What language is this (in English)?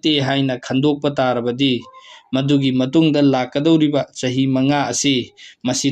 Manipuri